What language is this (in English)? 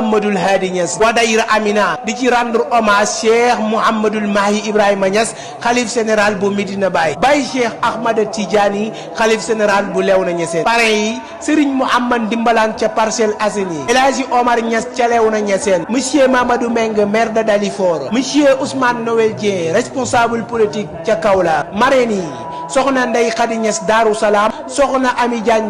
Wolof